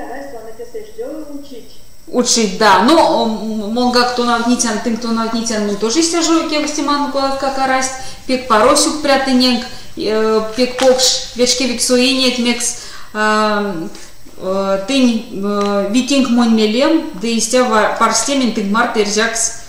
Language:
Erzya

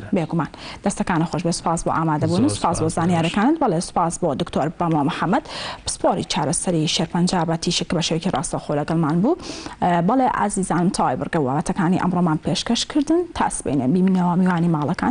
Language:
Central Kurdish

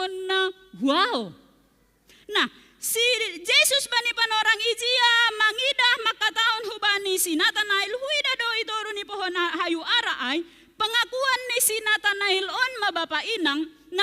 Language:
Batak Simalungun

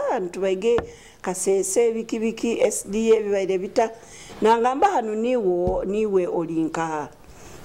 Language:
Nyoro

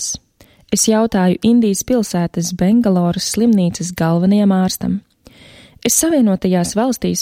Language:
Latvian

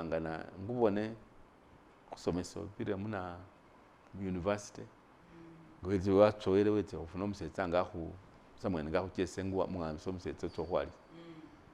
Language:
Masaaba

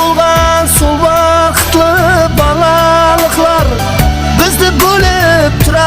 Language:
Kara-Kalpak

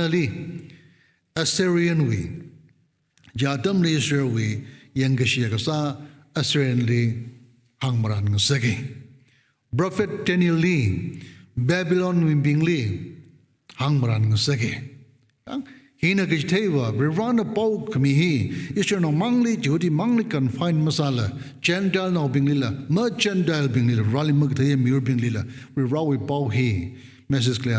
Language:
Tangkhul Naga (India)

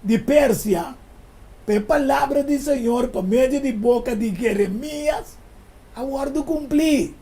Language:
Papiamento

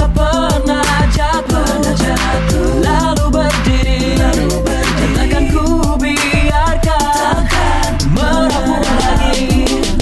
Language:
Indonesian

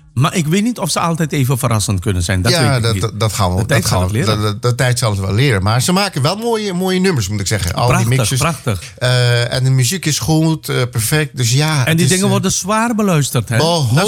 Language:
Dutch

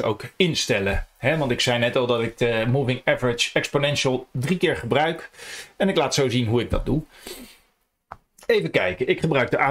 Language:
Dutch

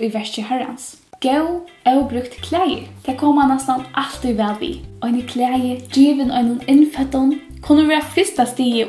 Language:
Faroese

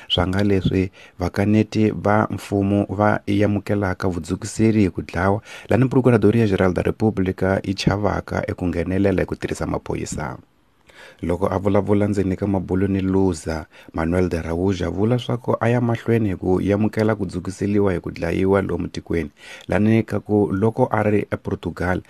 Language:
Tsonga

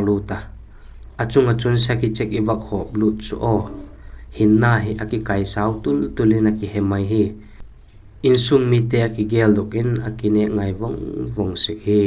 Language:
Vaiphei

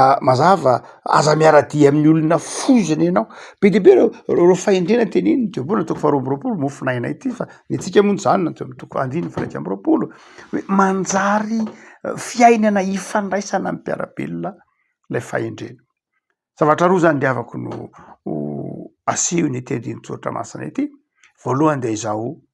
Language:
Malagasy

